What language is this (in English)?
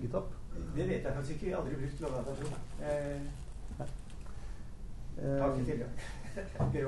Norwegian